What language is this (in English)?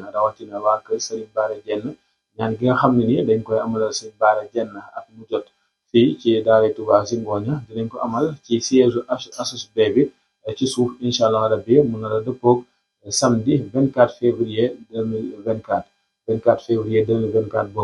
Wolof